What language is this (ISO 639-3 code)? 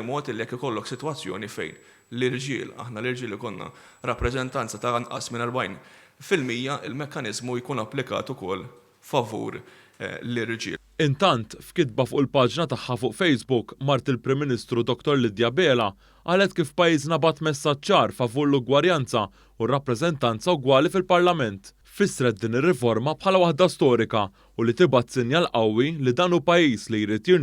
mlt